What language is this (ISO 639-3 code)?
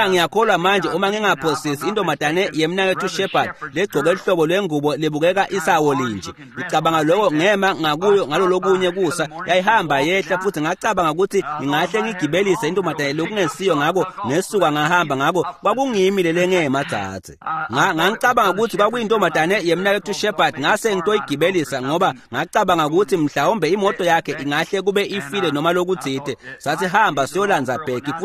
ssw